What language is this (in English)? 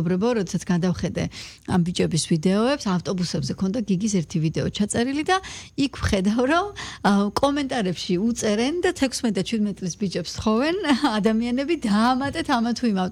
Georgian